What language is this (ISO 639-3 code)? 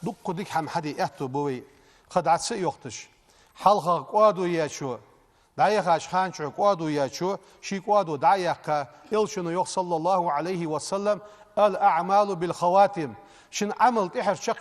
inh